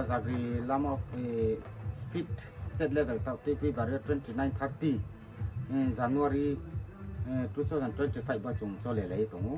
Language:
Riang (India)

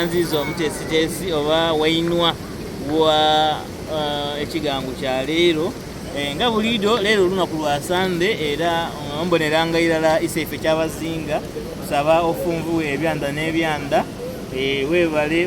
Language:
Soga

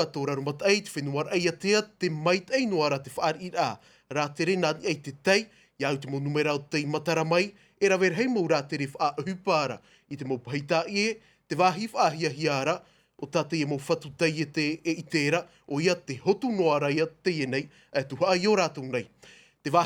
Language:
Tahitian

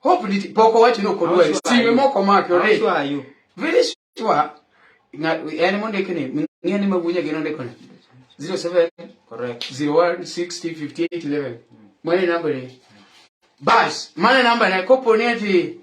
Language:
Luo (Kenya and Tanzania)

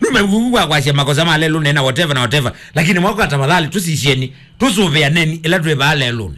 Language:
Kamba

